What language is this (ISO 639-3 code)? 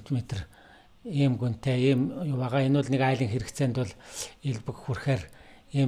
mon